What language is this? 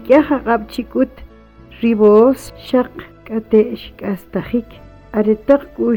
Kʼicheʼ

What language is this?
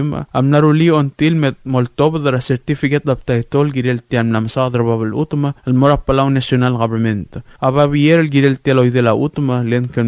Palauan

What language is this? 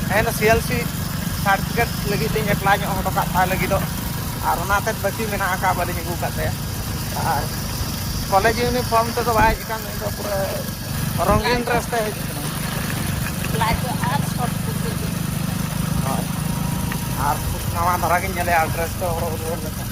Santali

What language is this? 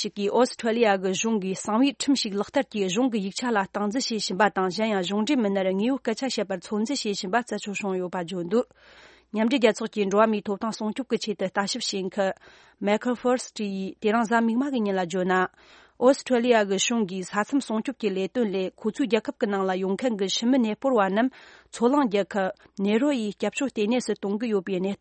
Tibetan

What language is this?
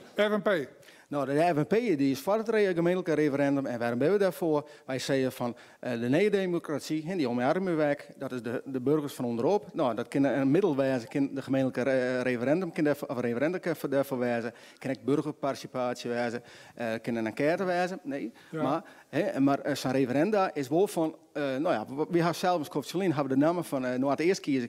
Western Frisian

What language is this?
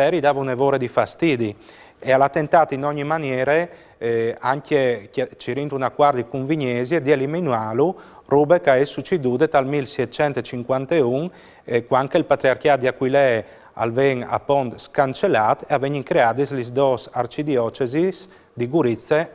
Friulian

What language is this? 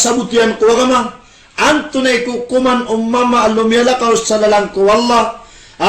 Maranao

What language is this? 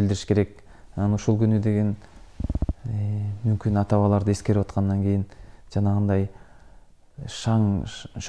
Kyrgyz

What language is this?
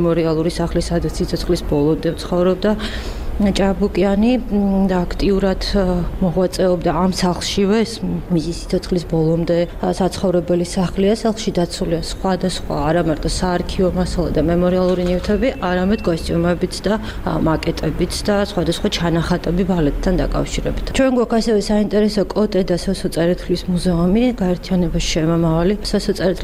Georgian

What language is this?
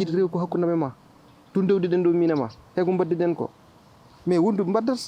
Fula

